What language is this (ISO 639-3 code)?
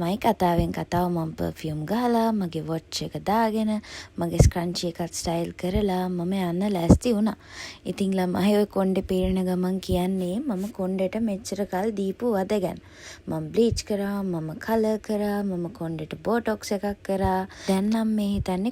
sin